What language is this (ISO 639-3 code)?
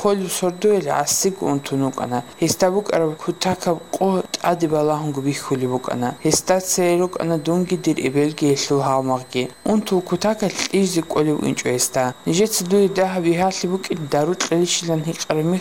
ava